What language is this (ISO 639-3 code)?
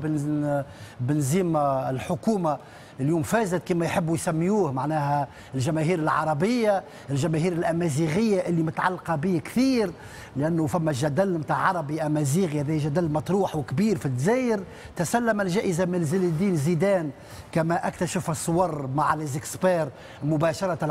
aeb